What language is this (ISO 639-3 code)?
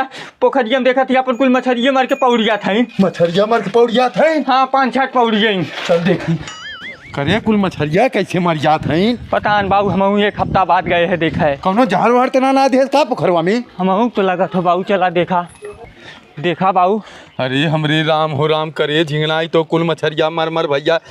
bho